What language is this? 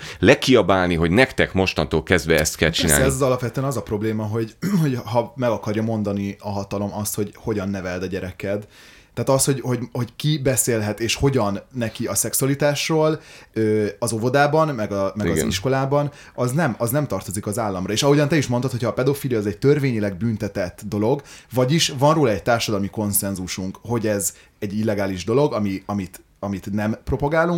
Hungarian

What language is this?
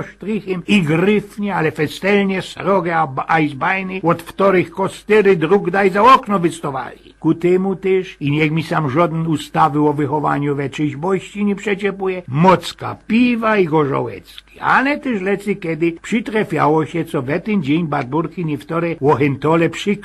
Silesian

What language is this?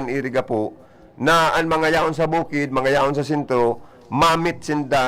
Bikol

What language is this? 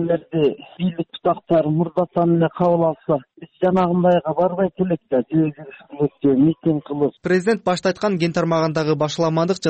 Kyrgyz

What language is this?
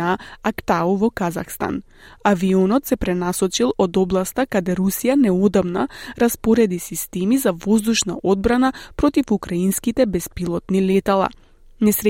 Macedonian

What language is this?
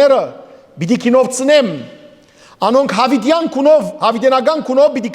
Western Armenian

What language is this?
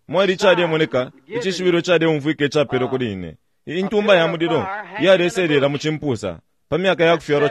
Bemba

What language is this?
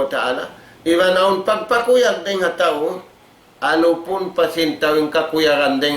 Tausug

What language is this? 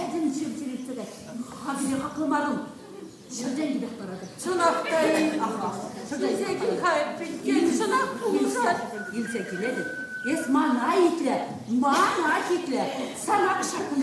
Chuvash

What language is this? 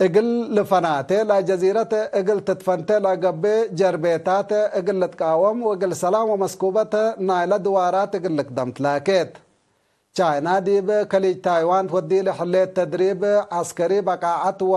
Tigre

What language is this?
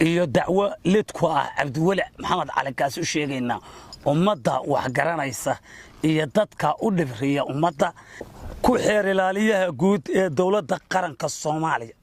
Somali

